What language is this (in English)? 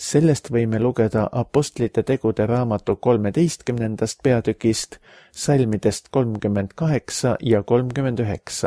Estonian